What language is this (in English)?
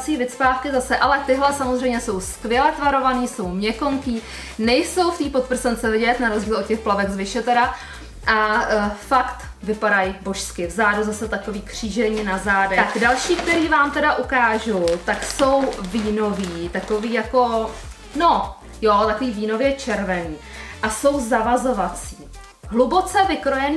Czech